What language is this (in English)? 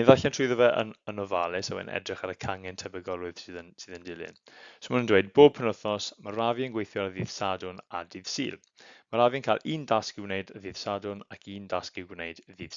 Welsh